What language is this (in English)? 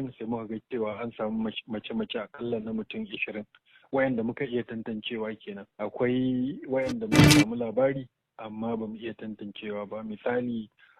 Hausa